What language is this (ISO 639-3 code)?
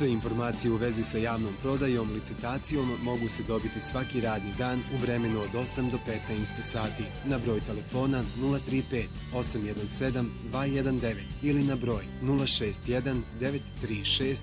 bos